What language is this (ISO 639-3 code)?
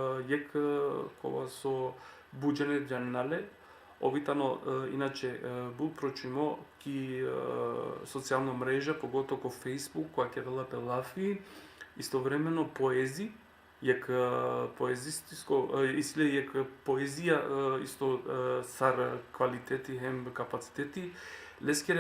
rmn